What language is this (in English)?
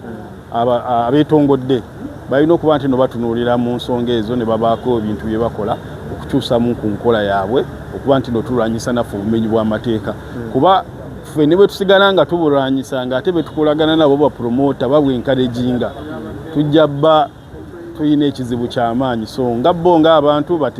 Ganda